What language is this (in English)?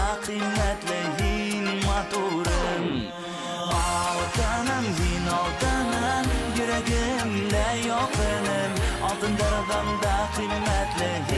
Bashkir